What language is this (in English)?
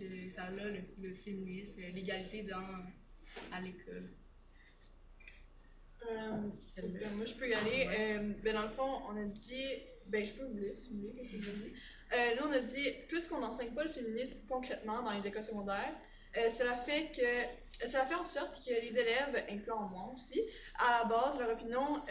French